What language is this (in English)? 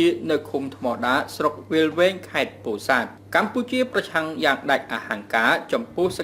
Khmer